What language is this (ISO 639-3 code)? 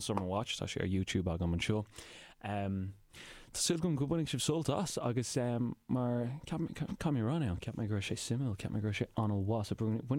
gle